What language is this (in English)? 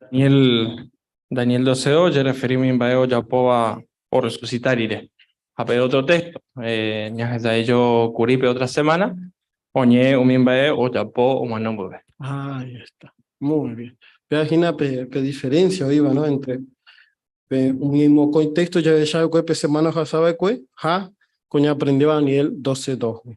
Guarani